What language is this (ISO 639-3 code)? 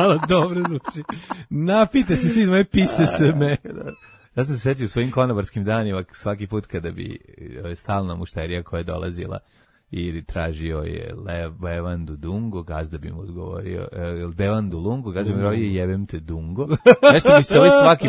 srp